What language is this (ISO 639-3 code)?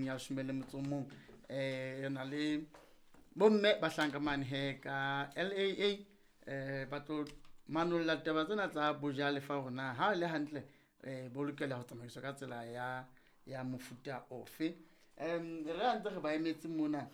sot